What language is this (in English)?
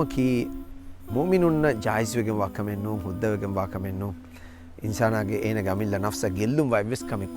Divehi